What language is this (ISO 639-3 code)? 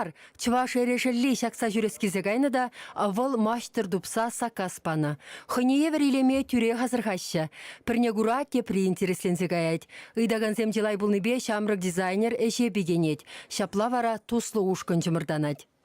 chv